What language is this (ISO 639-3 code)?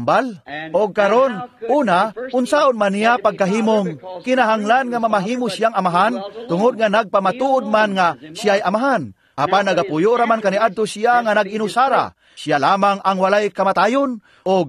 ceb